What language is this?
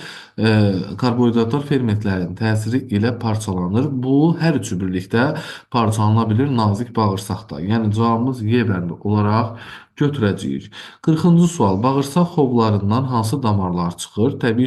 Azerbaijani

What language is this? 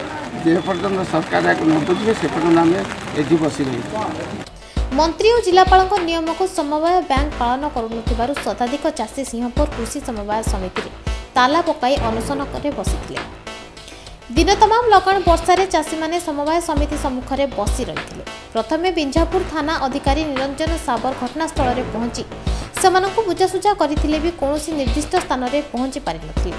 Odia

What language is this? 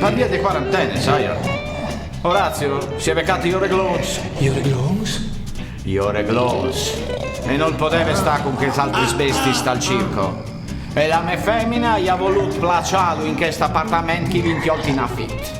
Friulian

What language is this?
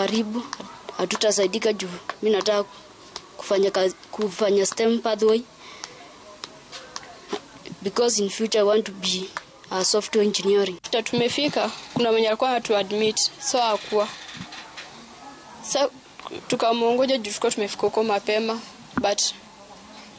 Swahili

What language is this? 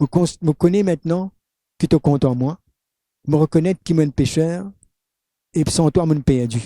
Morisyen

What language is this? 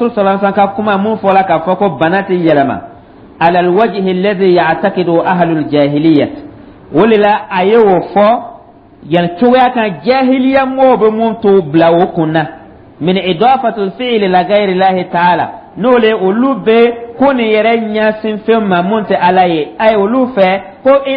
Dyula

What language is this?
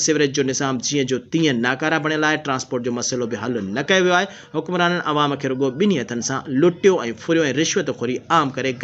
Sindhi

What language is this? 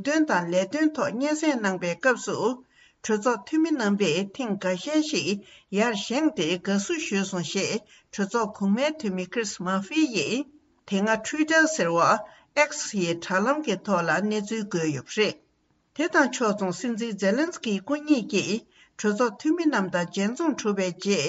Tibetan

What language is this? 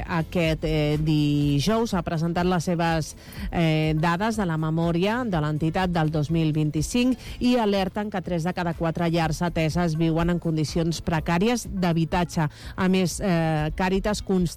Catalan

